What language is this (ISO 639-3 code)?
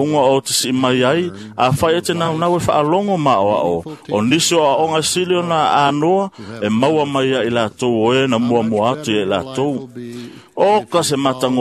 smo